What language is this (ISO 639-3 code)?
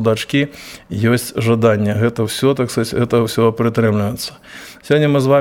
bel